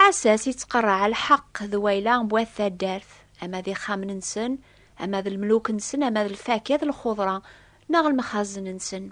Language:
Kabyle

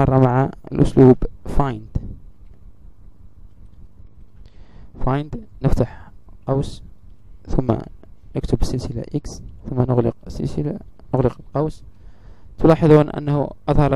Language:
Arabic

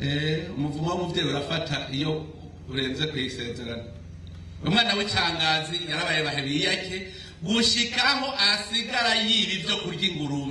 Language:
Rundi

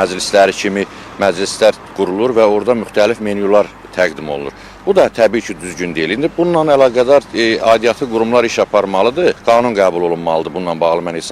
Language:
Azerbaijani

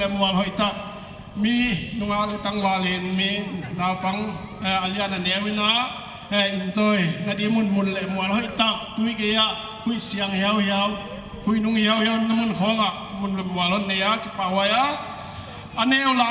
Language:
Paite Chin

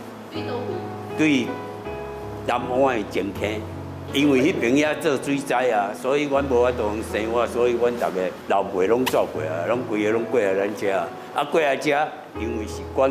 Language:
Chinese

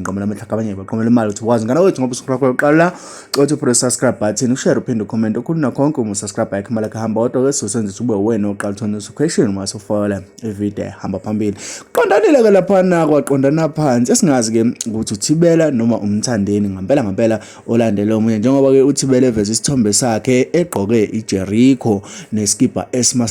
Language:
Zulu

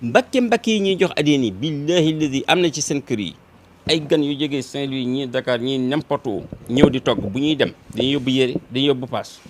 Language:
Wolof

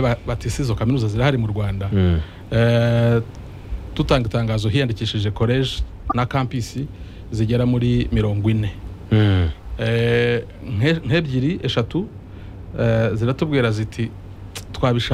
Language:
Kinyarwanda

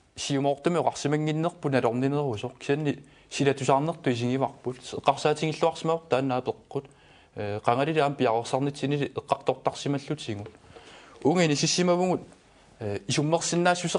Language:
Kalaallisut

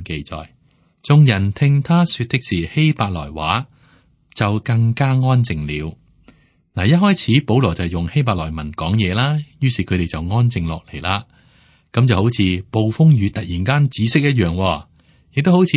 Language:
Cantonese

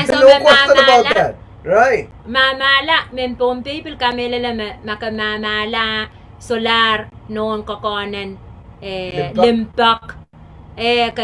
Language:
Pohnpeian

